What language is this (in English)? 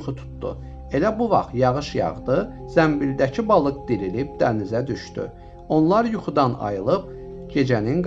Azerbaijani